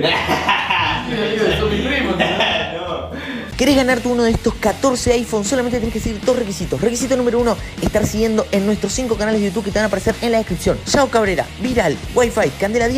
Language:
Spanish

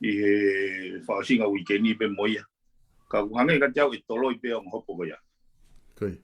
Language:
Tongan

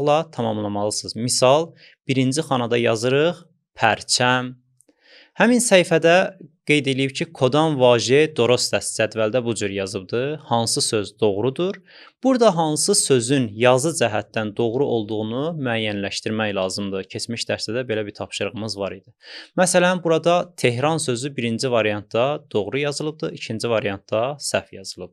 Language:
Azerbaijani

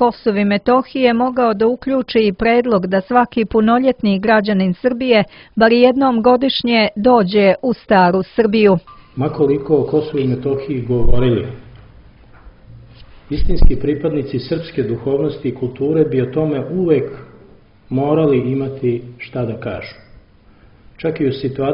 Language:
Serbian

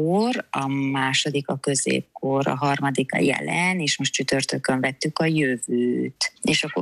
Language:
Hungarian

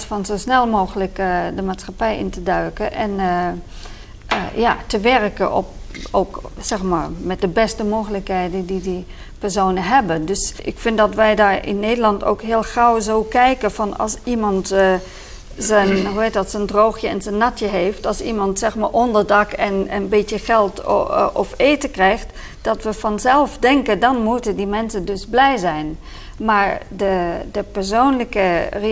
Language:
Dutch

